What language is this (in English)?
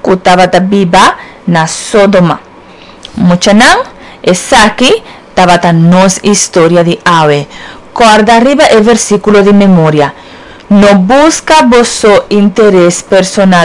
Papiamento